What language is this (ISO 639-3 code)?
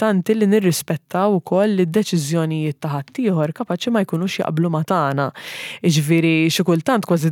mlt